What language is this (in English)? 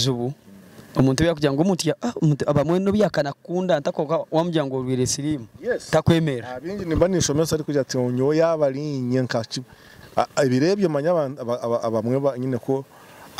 Kinyarwanda